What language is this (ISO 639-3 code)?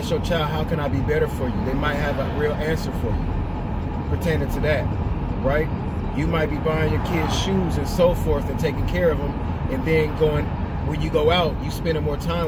eng